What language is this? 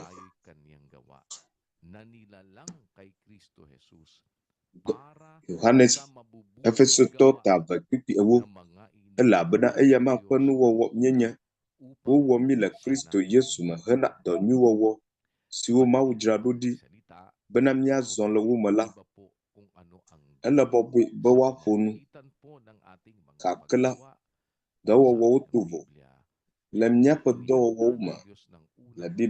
Ewe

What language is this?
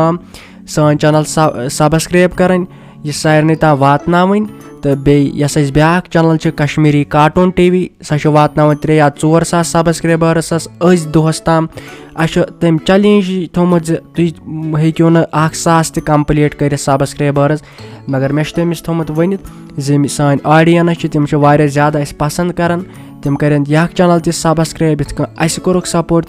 Kashmiri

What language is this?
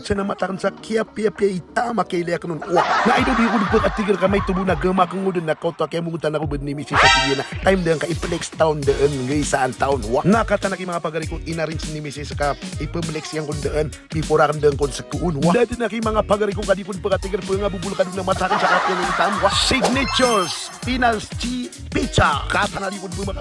Maranao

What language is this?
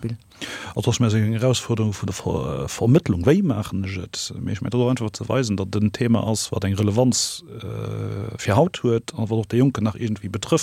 Luxembourgish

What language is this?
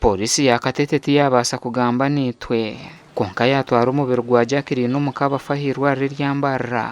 Nyankole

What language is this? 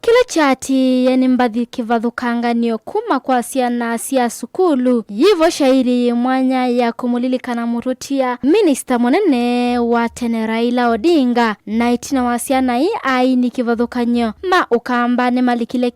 Kamba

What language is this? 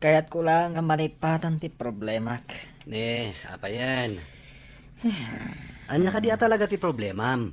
Iloko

